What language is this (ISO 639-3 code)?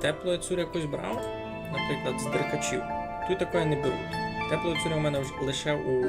rue